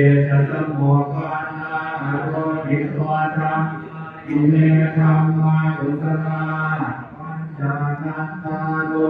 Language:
Pali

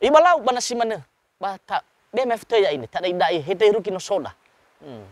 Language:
Nias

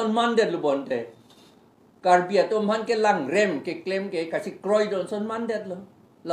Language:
Karbi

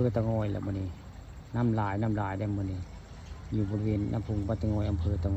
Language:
Northeastern Thai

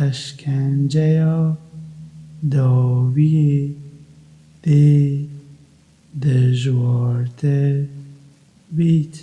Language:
Kurdish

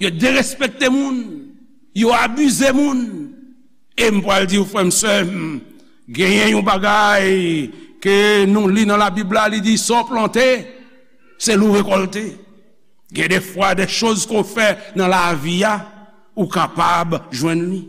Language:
Haitian Creole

